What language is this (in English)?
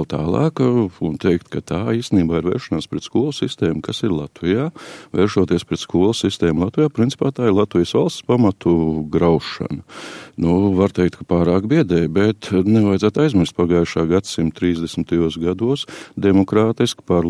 Latvian